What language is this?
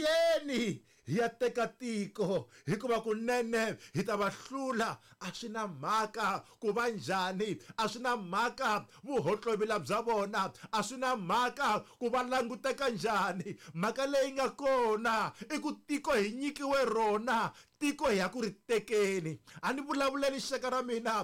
Tsonga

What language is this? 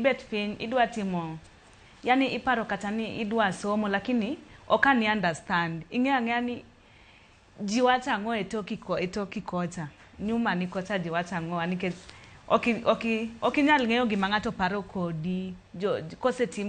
Luo (Kenya and Tanzania)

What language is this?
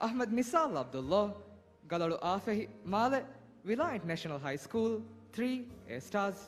Divehi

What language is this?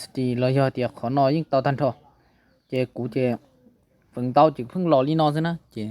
Hmong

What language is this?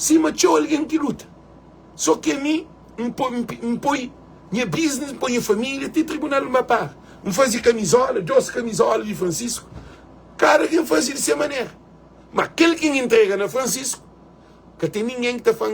Kabuverdianu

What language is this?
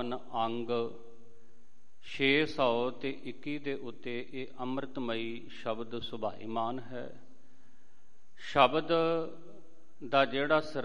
Punjabi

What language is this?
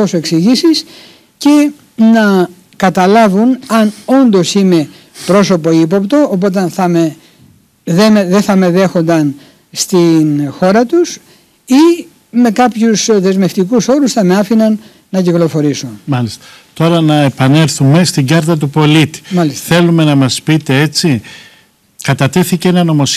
Greek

